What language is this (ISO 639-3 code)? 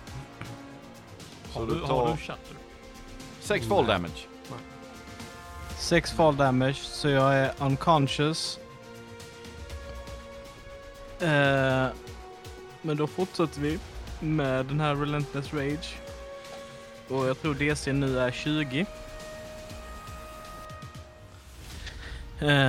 swe